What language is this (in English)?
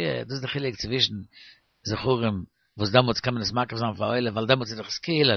Yiddish